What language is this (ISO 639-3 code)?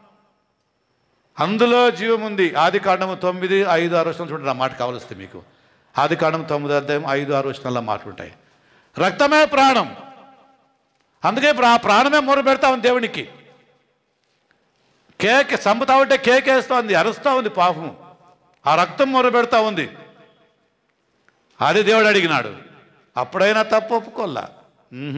tel